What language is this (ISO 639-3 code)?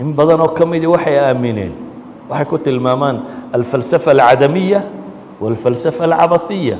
som